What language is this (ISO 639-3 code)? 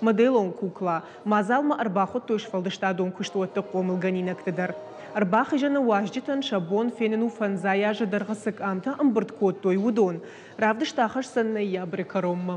oss